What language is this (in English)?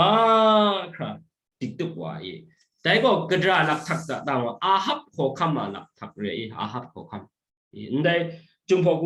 Kachin